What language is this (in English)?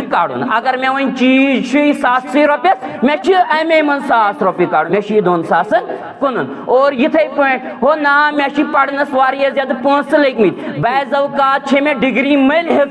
Kashmiri